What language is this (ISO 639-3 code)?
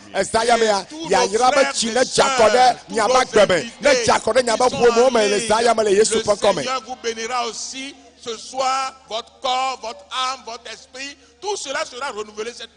ewe